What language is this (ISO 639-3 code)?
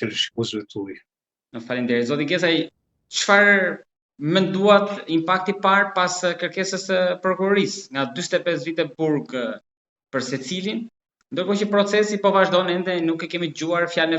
sqi